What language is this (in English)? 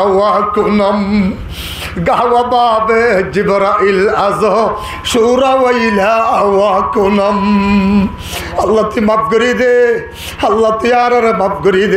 Rohingya